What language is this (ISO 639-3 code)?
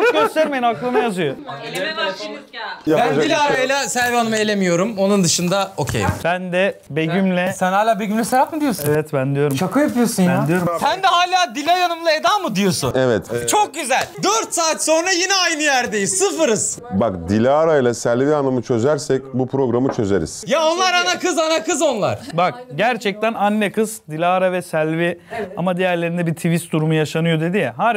tur